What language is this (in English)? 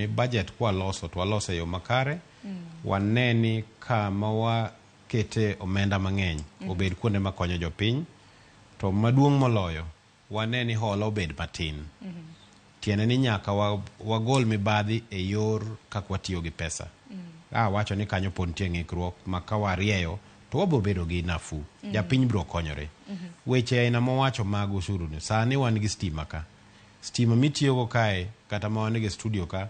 Luo (Kenya and Tanzania)